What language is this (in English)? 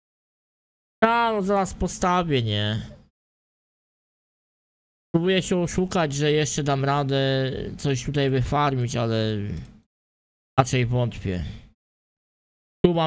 Polish